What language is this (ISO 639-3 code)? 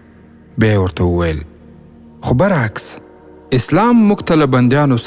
pus